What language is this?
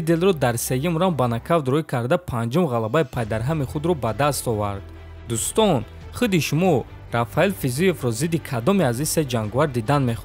Tajik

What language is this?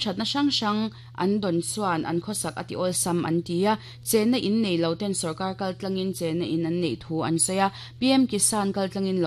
Mizo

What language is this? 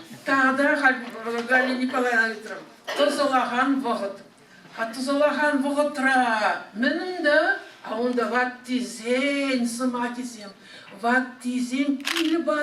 Chuvash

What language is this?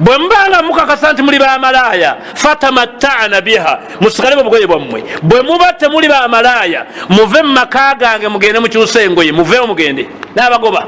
Ganda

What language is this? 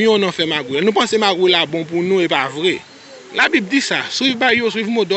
Haitian Creole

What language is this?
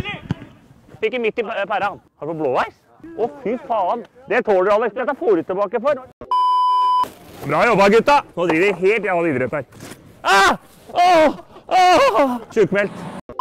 Norwegian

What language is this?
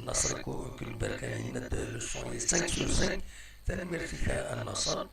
Kabyle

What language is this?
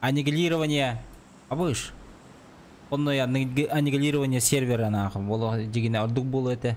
Yakut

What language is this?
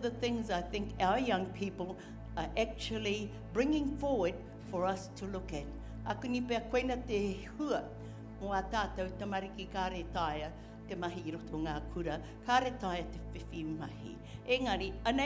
Māori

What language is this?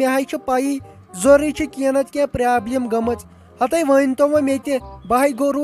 Kashmiri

